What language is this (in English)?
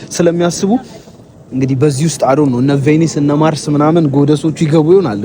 Amharic